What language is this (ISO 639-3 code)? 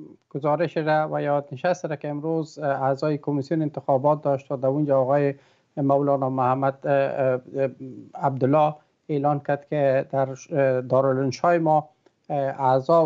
fas